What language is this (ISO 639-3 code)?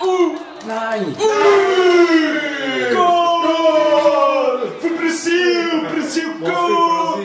gsw